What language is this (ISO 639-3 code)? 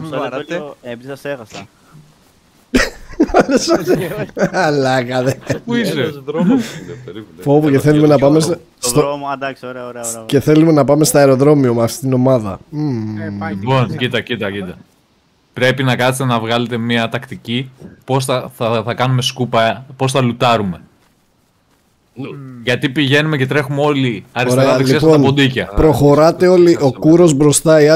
ell